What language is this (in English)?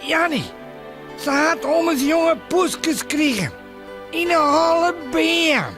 Western Frisian